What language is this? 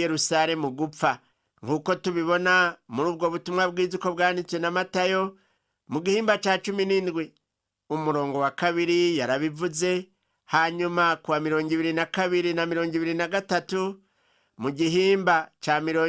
Rundi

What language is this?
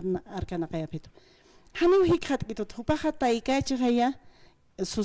Aymara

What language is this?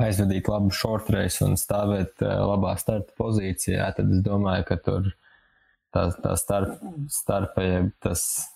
Latvian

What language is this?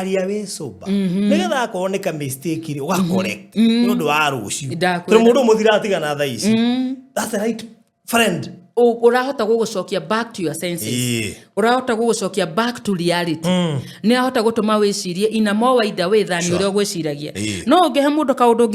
Kikuyu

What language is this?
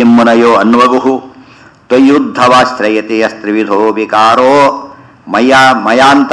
Kannada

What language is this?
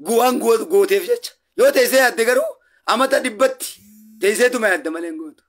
Oromo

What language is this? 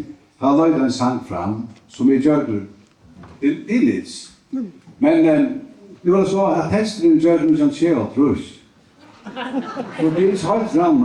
Faroese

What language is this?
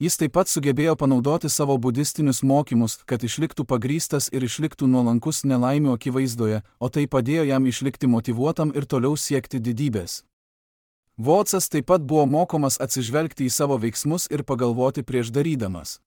Lithuanian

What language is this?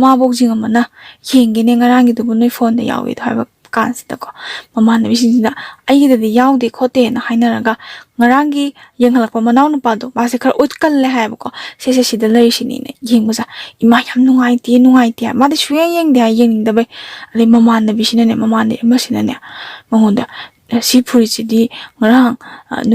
Manipuri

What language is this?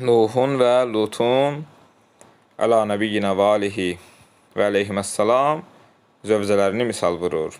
Azerbaijani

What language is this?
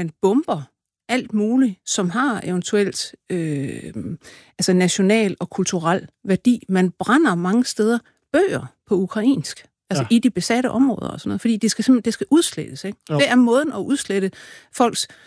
Danish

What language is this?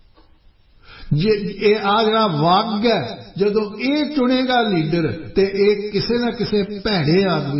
Punjabi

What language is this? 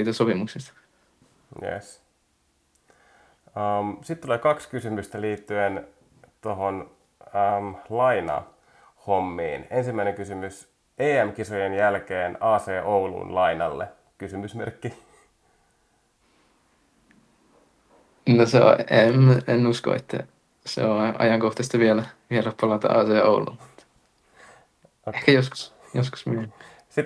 Finnish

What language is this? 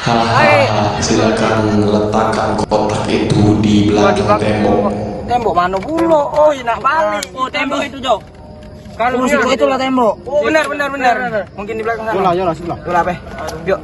Musi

